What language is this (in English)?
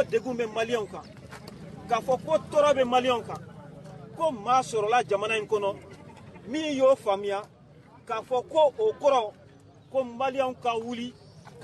Bambara